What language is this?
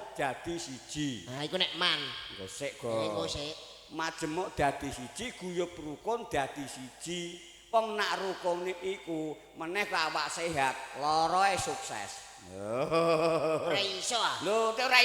Javanese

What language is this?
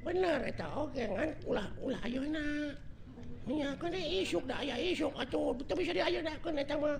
Sundanese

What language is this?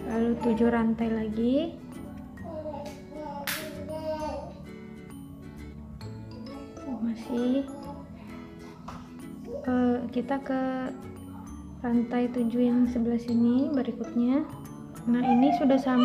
Indonesian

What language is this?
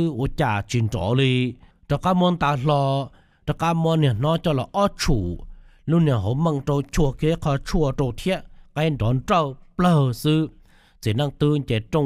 Hmong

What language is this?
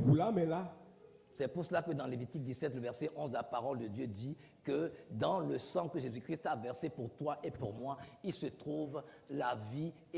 Ewe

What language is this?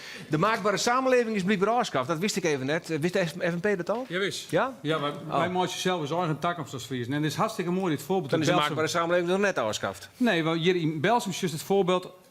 Western Frisian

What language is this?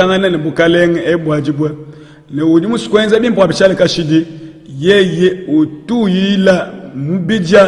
Luba-Lulua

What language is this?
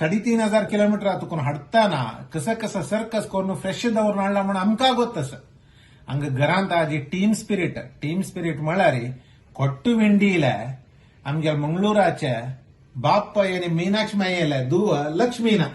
Konkani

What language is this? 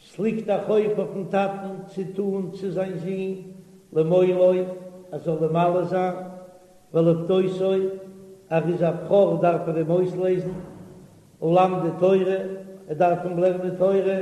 Yiddish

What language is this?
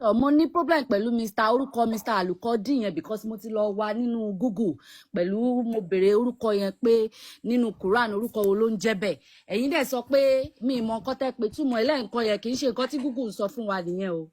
Yoruba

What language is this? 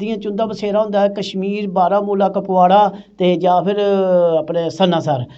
Dogri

